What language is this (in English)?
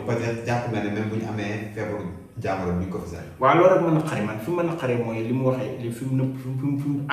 Wolof